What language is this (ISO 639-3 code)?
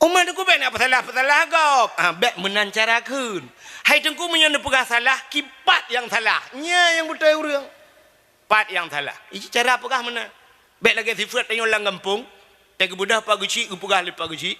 ace